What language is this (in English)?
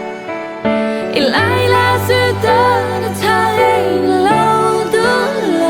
Mara Chin